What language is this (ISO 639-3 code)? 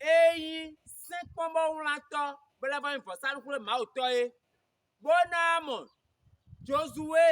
fon